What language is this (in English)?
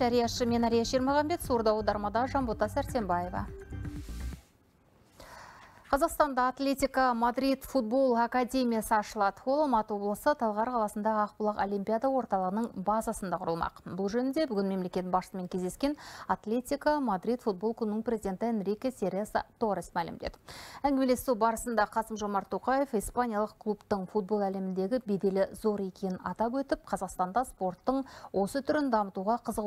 Kazakh